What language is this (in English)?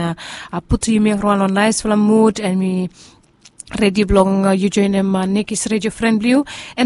Bislama